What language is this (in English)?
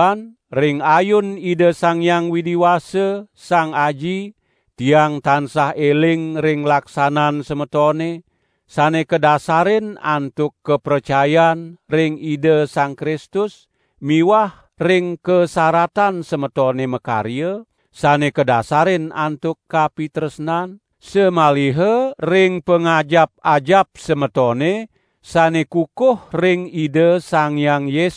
Balinese